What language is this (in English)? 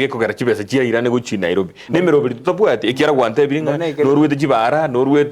Gusii